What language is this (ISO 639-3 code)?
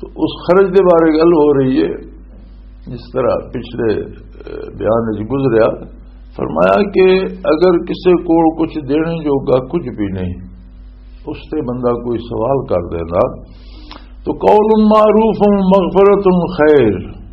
lah